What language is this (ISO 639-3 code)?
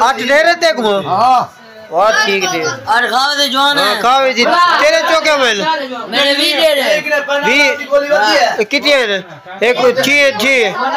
skr